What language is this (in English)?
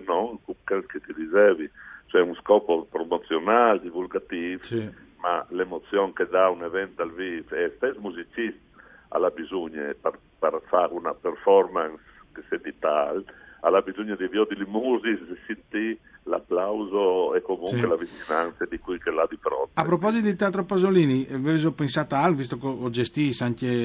Friulian